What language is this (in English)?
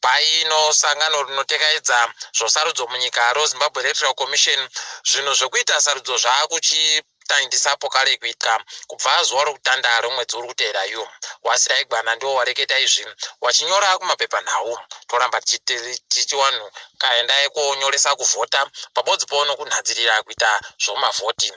Ndau